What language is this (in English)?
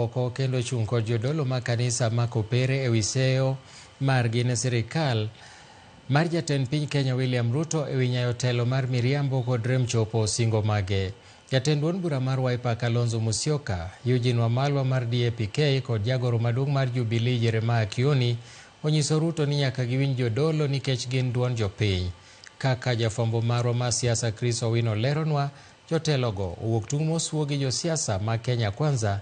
Luo (Kenya and Tanzania)